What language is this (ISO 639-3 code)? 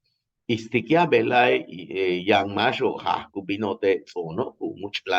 yua